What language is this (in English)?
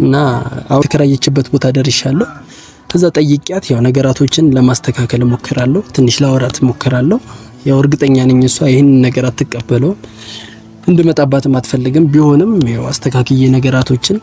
Amharic